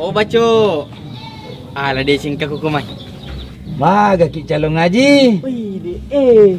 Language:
Buginese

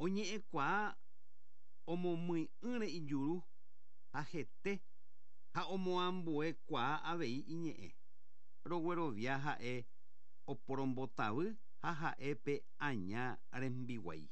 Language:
Guarani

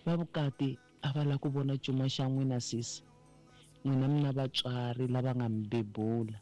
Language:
Tsonga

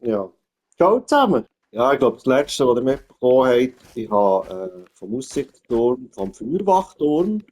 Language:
Swiss German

